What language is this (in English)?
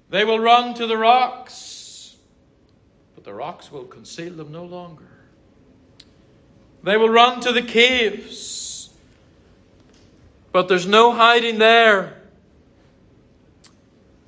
English